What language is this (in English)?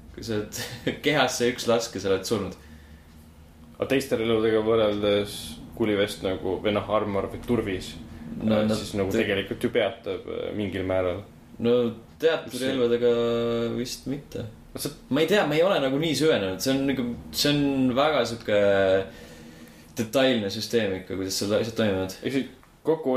Estonian